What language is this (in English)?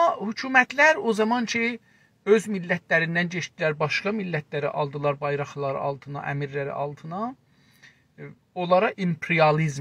South Azerbaijani